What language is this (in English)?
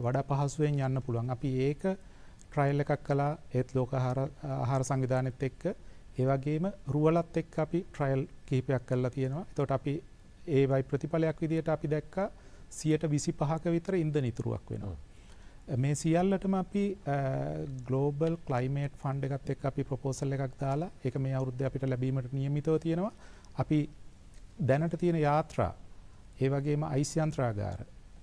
Sinhala